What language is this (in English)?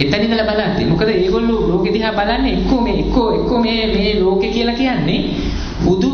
Sinhala